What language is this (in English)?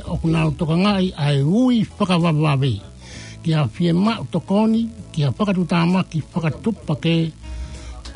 Tongan